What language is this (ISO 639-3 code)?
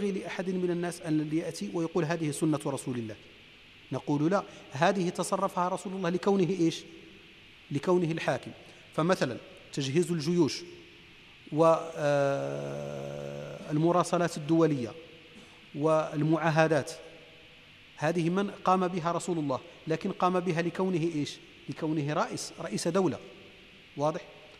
ara